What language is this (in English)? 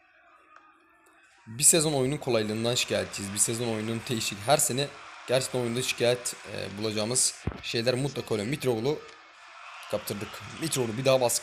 Turkish